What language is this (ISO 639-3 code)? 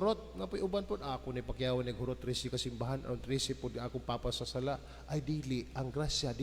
ceb